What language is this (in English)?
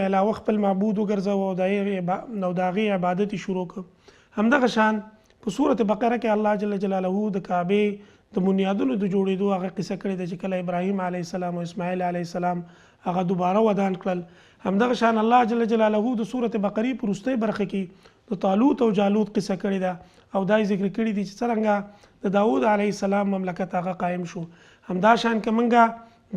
Pashto